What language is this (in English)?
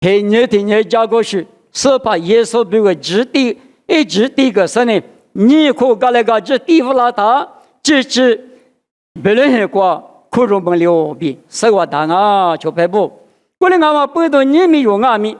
Lisu